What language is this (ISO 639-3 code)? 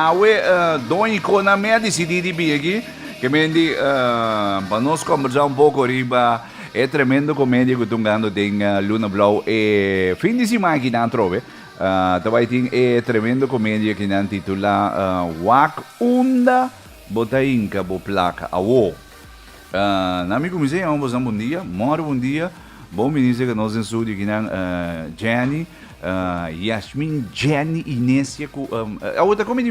pap